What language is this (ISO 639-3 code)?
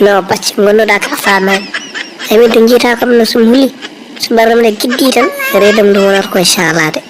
ful